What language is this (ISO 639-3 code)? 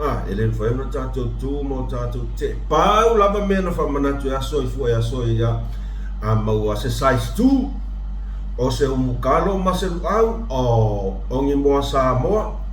smo